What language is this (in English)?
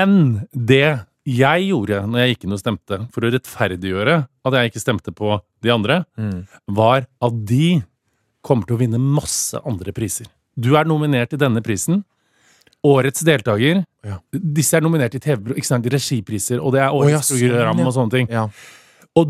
Norwegian